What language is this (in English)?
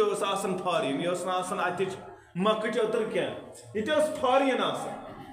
Kashmiri